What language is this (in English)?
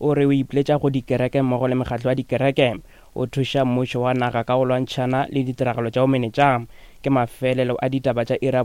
Northern Sotho